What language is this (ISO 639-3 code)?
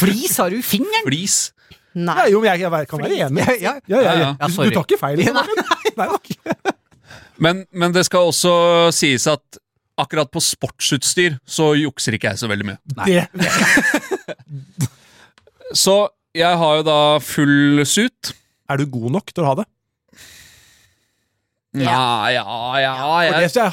nor